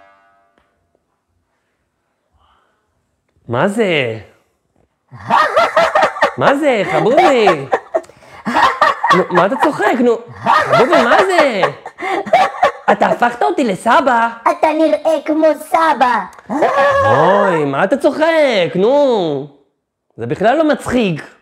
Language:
Hebrew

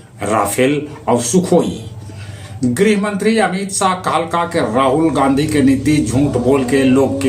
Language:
Magahi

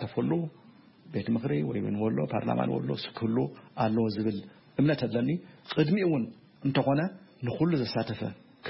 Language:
Tigrinya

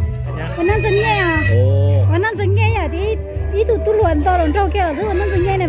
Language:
Hmong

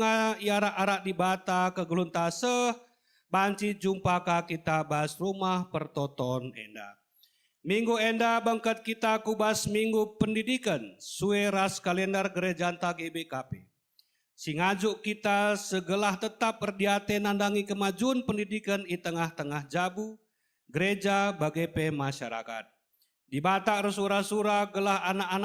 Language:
Batak Karo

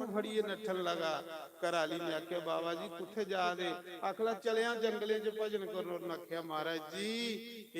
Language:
Dogri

